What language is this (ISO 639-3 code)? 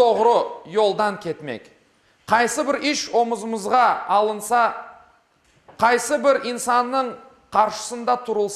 crh